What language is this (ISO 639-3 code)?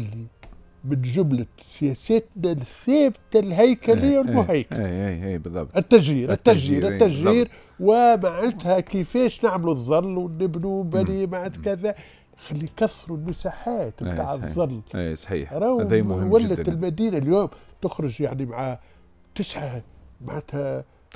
aeb